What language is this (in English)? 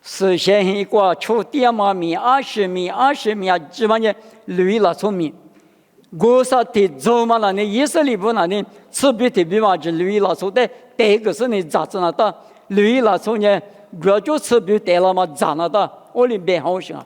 Lisu